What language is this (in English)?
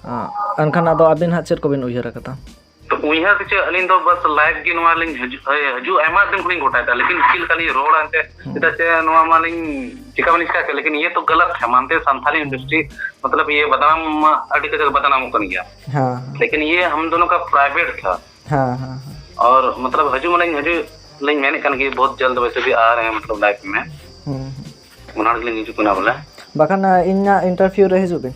Santali